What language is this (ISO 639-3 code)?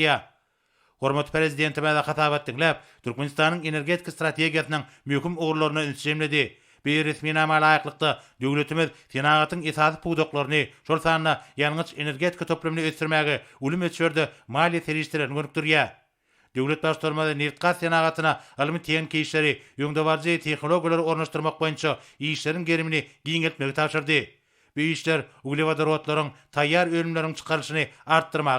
tuk